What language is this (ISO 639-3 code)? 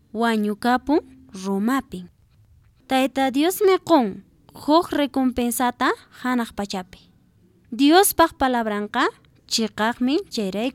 que